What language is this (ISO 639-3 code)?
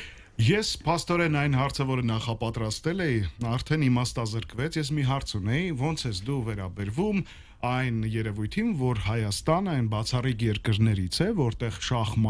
hye